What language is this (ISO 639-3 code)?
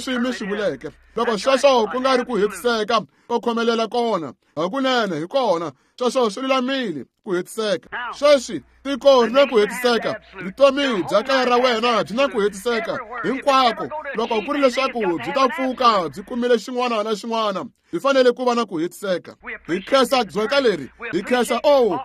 tso